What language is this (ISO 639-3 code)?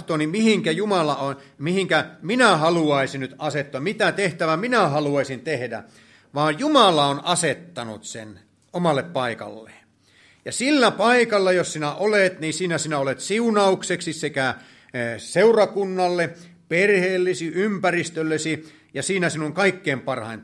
fin